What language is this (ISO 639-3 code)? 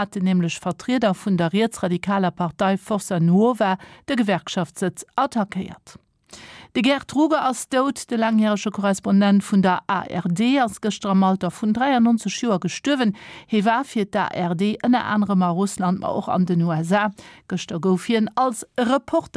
ltz